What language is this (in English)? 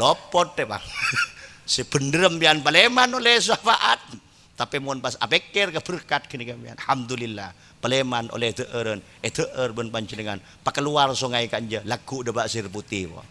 Madurese